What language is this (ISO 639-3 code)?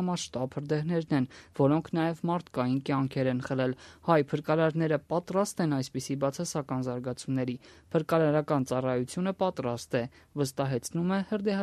hye